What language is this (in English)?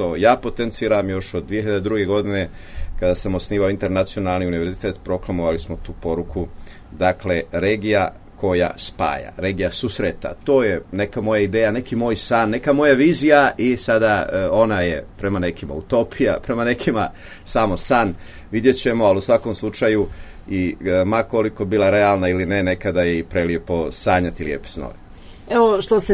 Serbian